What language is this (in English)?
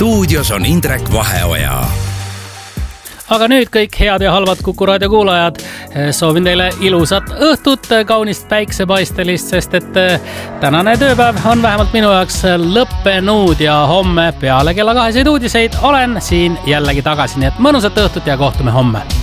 Estonian